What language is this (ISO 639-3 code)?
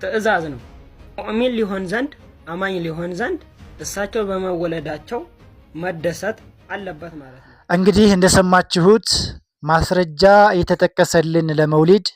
amh